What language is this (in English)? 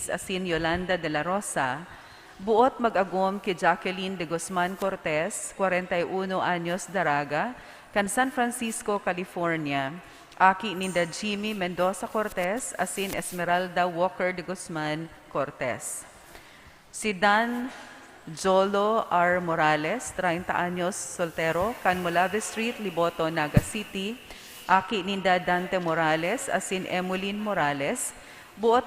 Bikol